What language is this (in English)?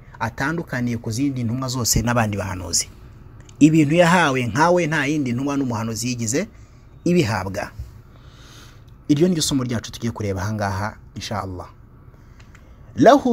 Kinyarwanda